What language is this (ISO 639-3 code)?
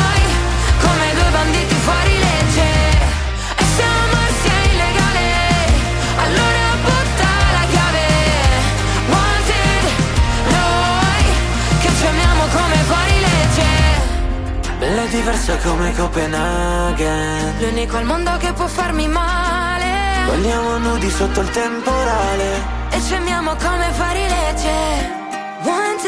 ita